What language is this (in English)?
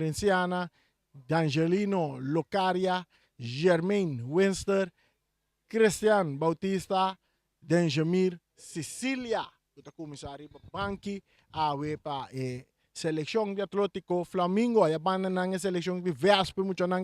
Papiamento